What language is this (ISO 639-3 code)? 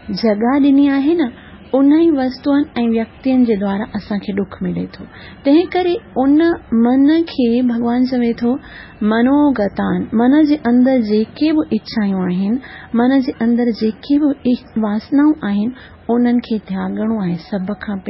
snd